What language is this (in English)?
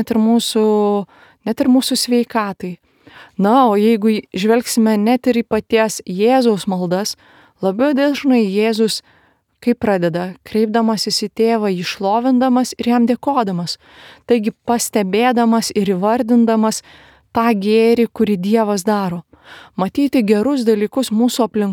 Lithuanian